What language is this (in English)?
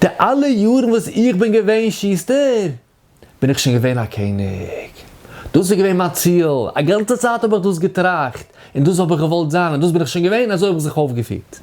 Yiddish